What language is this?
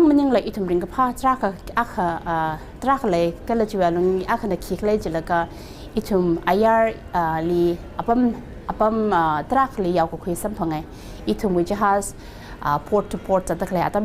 Tangkhul Naga (India)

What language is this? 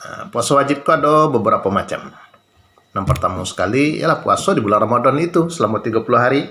Minangkabau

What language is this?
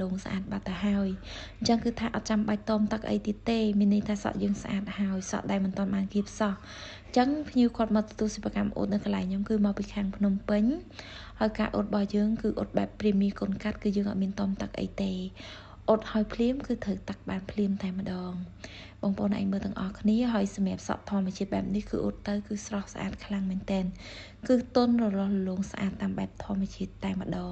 Khmer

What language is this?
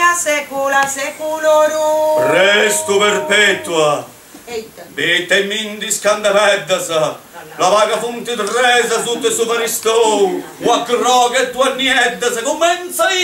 Sardinian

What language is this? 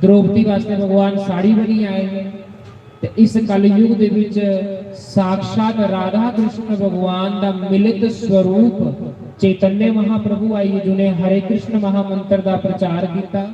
Dogri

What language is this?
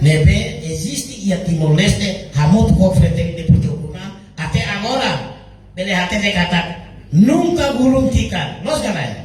Tetum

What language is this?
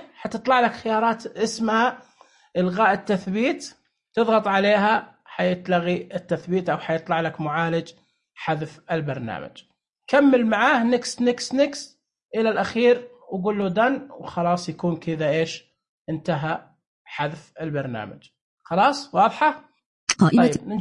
Najdi Arabic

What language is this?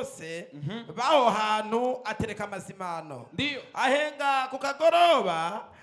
Rundi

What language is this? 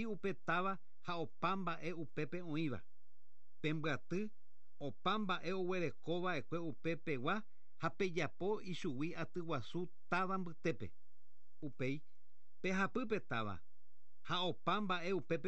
Guarani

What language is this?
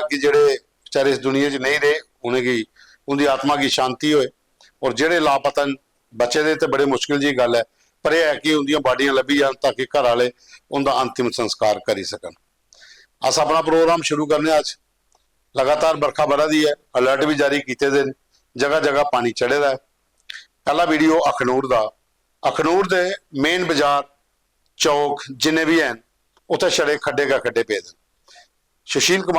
Dogri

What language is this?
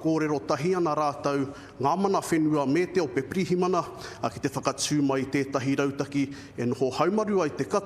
Māori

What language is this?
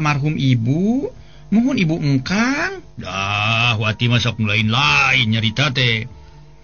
Sundanese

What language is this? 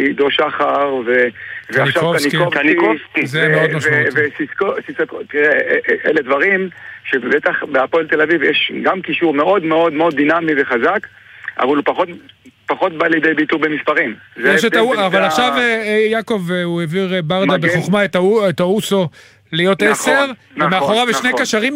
Hebrew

